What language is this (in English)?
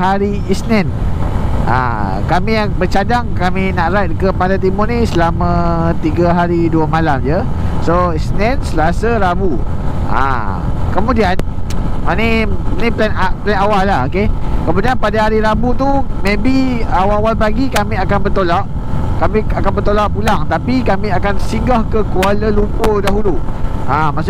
Malay